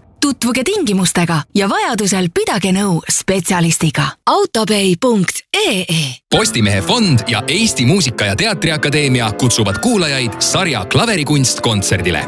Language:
Estonian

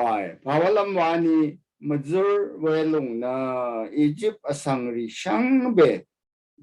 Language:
Rawang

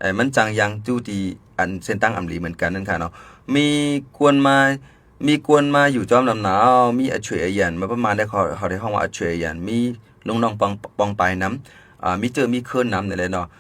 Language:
Shan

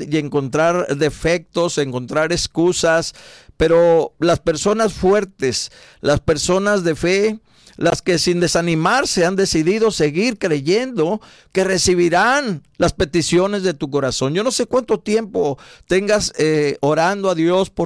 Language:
Spanish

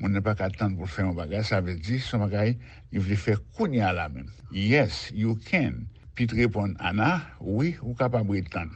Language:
Haitian Creole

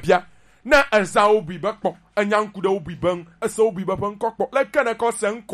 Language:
Gen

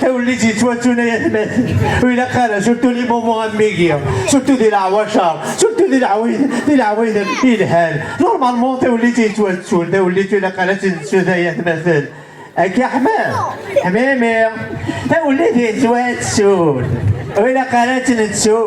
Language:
Kabyle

